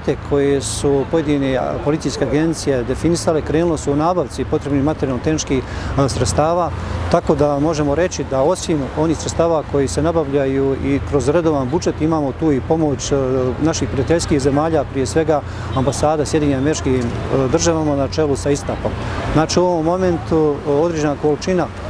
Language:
Bosnian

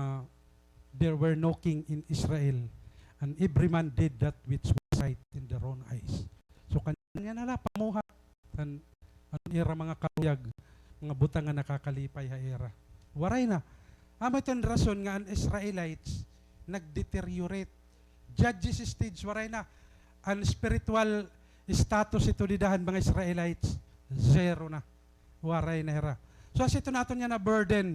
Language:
Waray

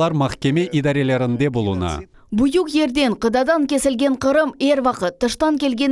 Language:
Crimean Tatar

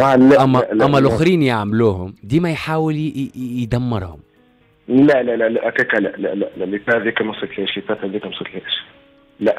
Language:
Tunisian Arabic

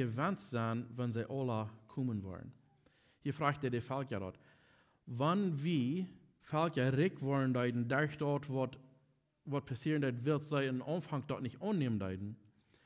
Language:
Plautdietsch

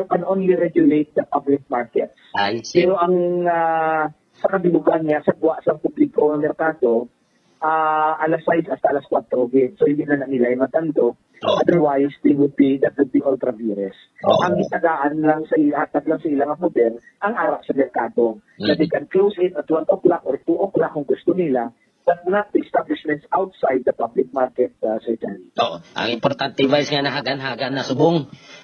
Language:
Hiligaynon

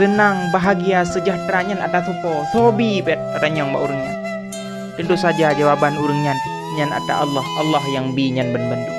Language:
Achinese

